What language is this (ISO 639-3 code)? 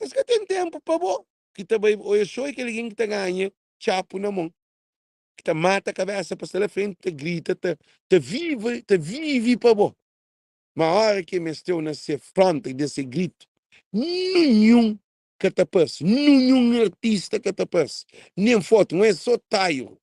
kea